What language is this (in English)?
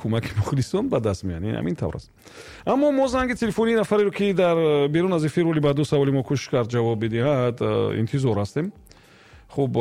Tajik